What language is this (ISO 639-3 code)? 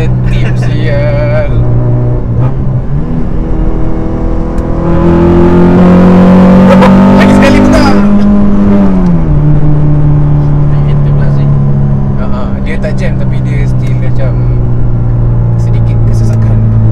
msa